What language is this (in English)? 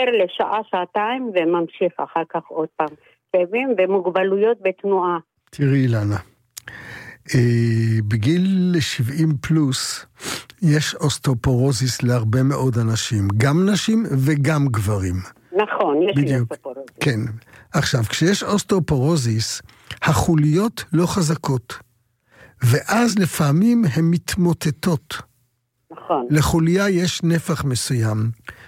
Hebrew